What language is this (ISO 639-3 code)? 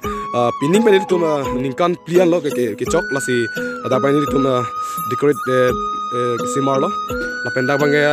mjw